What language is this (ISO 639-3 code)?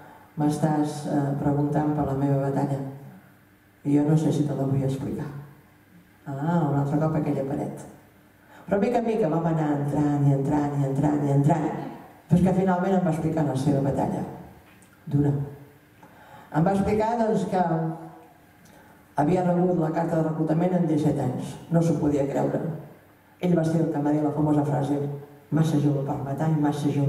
cat